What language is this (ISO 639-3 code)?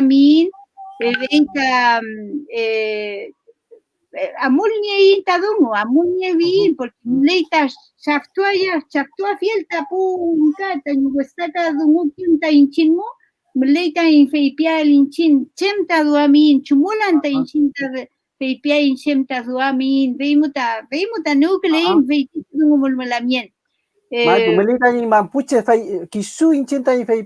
arn